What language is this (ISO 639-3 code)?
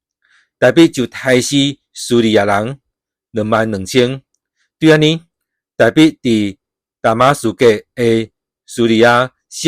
nan